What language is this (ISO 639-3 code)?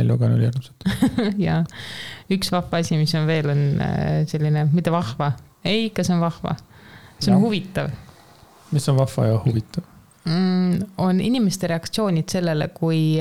est